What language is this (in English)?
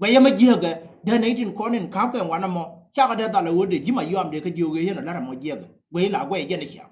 Nuer